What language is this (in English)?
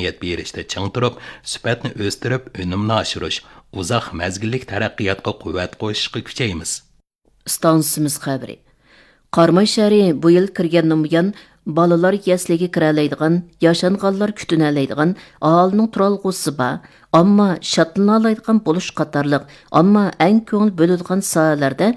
Uyghur